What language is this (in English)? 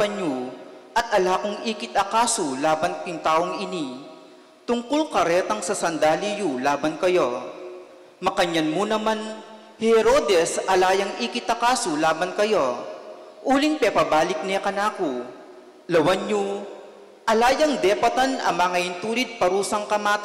Pampanga